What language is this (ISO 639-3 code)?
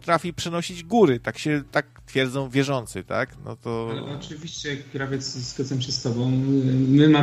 pol